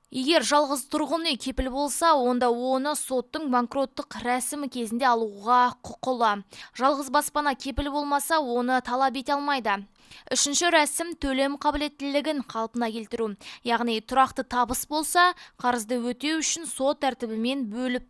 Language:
Kazakh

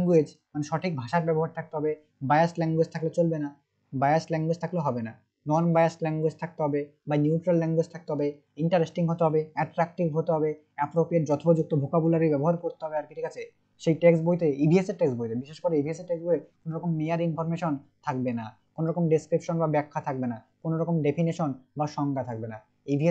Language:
Bangla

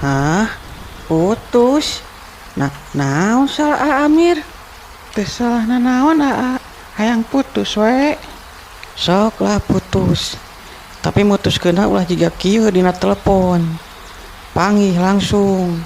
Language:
Sundanese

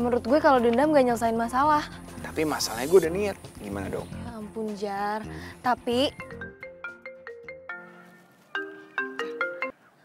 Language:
Indonesian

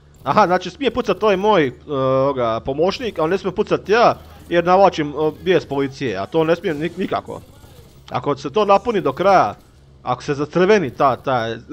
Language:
Croatian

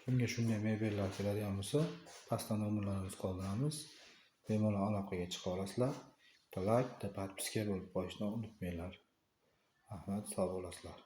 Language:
Uzbek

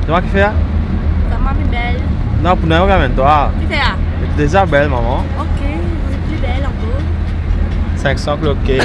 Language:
Morisyen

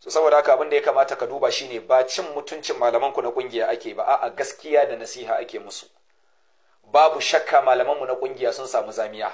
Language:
Hausa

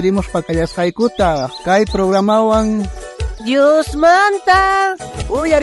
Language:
South Bolivian Quechua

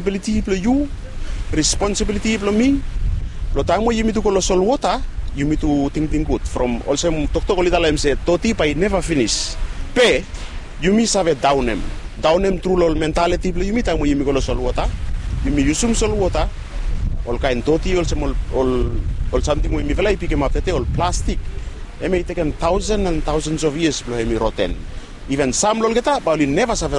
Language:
Bislama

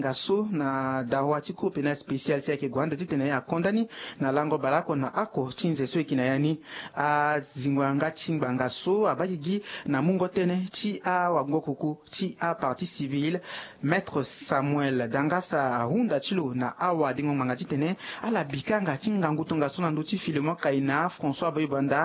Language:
Sango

